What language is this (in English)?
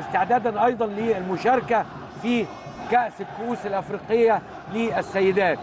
Egyptian Arabic